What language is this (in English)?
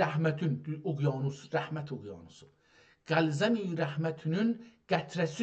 South Azerbaijani